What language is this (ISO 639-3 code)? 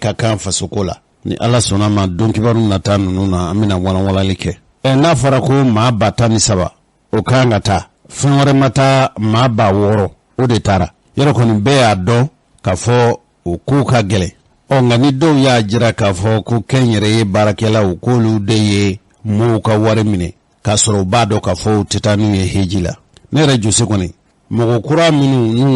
bam